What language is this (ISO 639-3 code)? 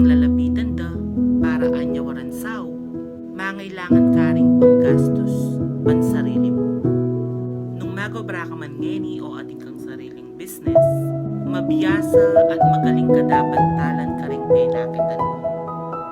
pam